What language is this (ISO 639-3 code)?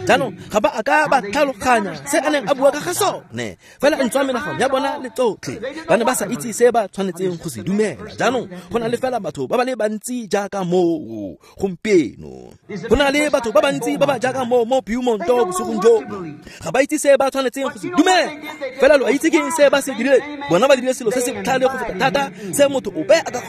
tsn